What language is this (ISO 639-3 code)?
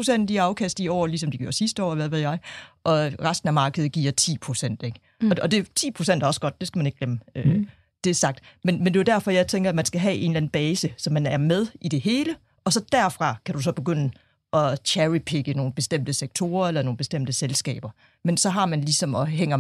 dan